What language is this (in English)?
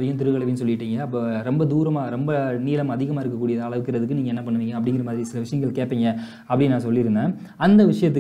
Tamil